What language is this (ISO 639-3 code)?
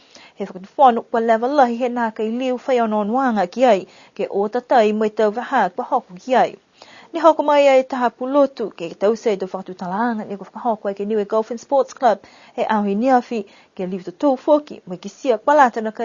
niu